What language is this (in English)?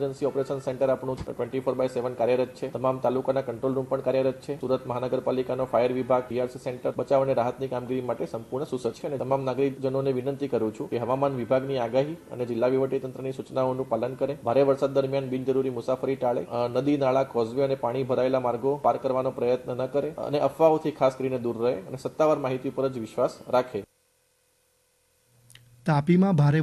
Gujarati